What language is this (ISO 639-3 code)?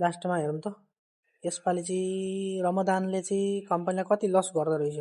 nep